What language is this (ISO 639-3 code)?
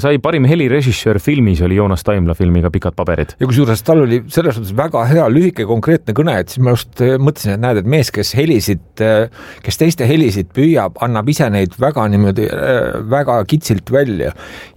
est